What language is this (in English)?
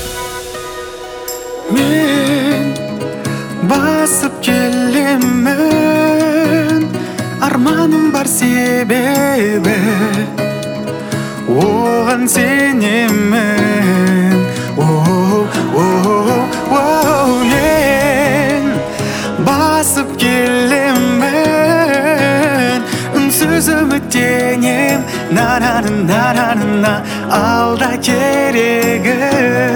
Kazakh